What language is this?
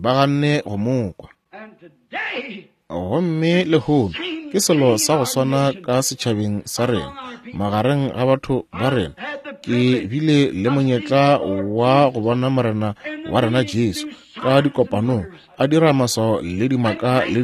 Northern Sotho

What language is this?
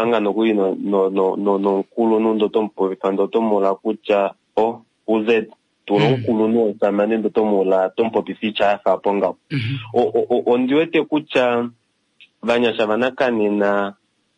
Kuanyama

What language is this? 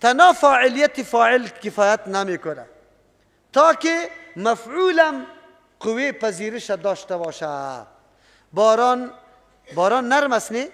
Persian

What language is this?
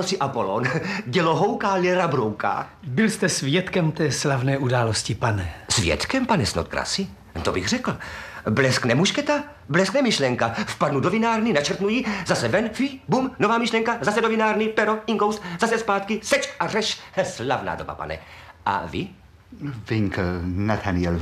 Czech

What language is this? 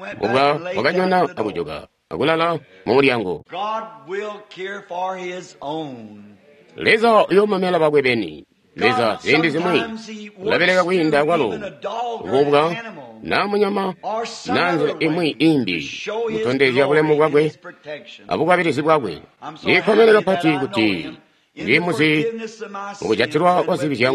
Tonga (Zambia)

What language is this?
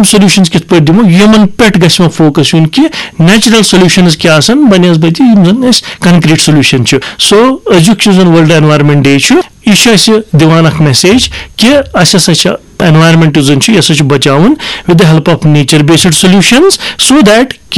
Kashmiri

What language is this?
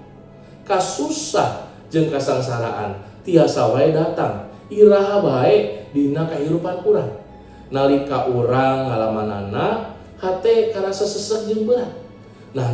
Sundanese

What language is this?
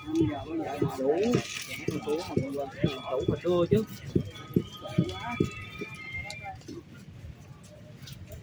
Vietnamese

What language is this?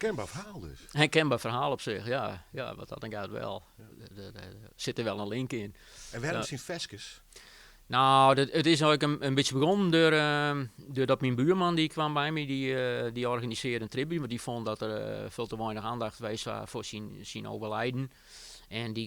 Western Frisian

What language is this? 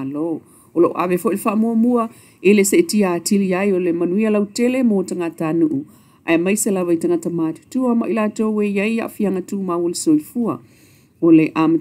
Samoan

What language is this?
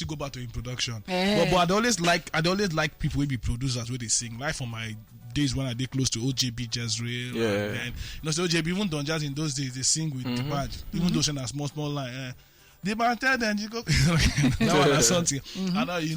Nigerian Pidgin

